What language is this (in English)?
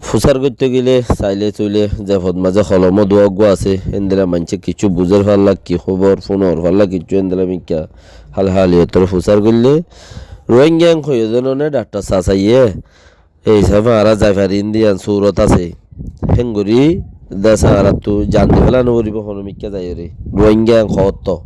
Rohingya